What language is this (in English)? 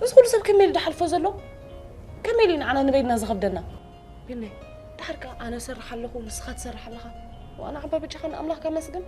Tigrinya